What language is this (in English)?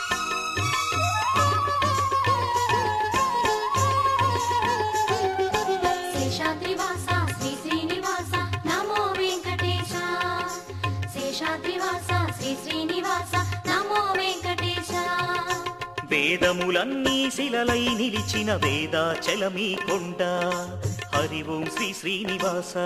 Telugu